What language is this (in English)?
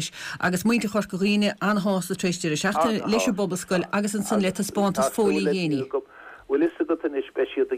Irish